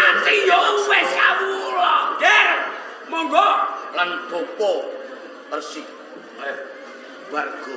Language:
Javanese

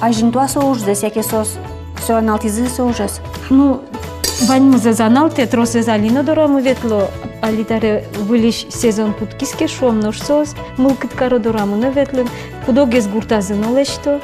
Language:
Udmurt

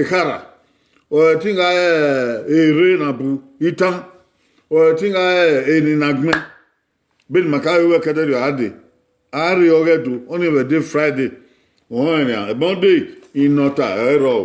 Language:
Bini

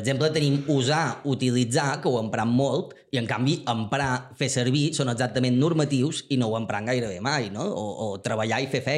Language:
Catalan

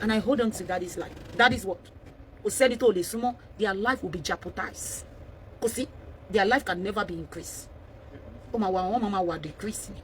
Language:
Yoruba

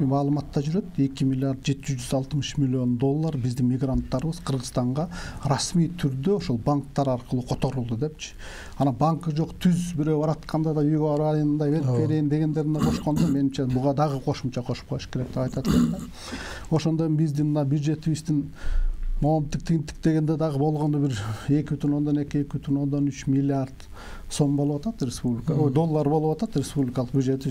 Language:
Kyrgyz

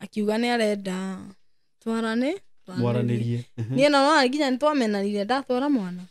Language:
Kikuyu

